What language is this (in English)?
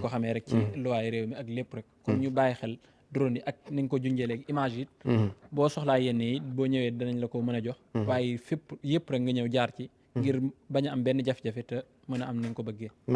Wolof